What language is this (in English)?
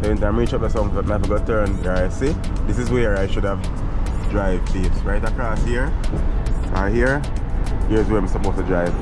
Jamaican Creole English